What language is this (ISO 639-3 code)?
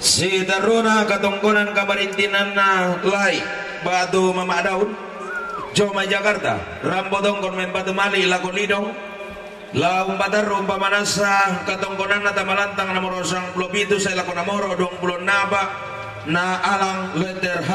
sda